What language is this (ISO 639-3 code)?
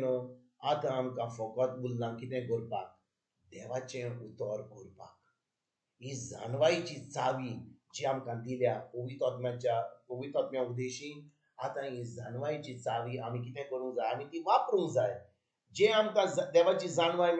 kok